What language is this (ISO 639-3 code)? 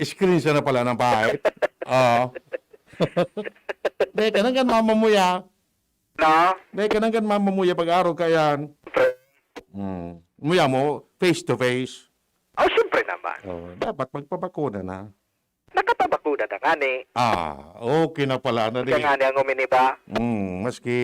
bik